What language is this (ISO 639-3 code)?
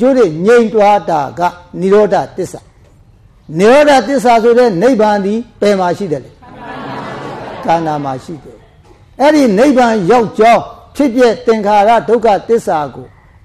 mya